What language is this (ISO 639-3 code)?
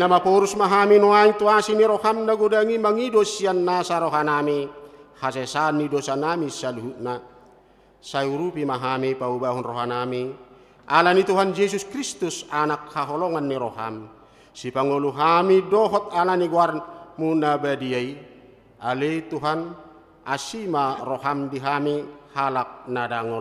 bbc